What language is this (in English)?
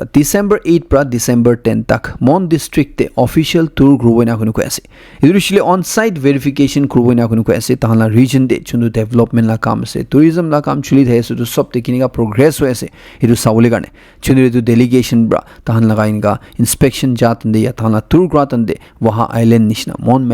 Naga Pidgin